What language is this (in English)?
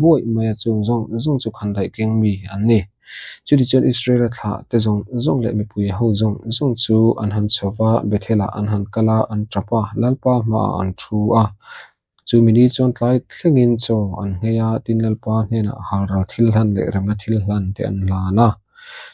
Mizo